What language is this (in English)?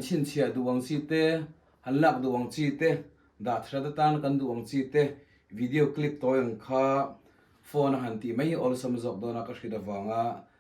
Mizo